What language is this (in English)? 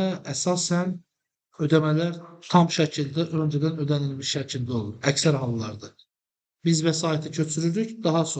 Azerbaijani